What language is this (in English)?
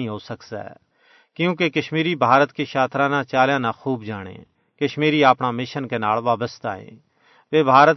Gujari